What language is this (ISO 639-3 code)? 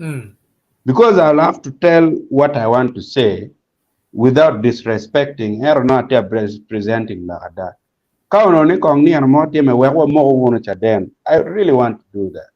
ach